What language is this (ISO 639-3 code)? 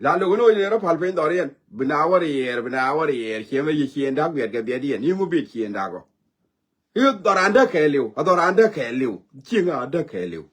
nus